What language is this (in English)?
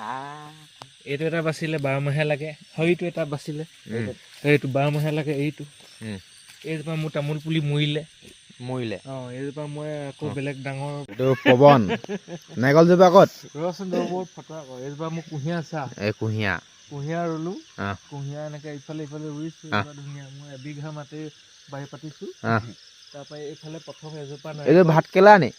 Assamese